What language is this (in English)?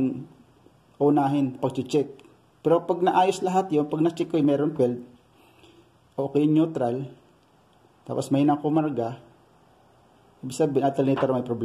Filipino